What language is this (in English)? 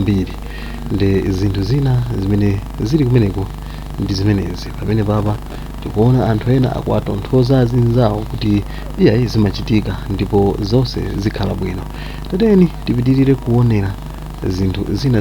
Nyanja